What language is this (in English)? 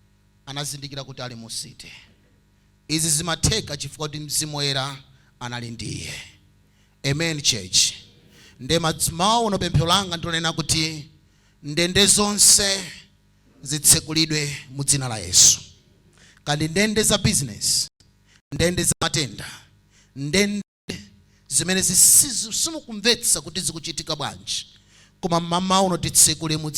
Nyanja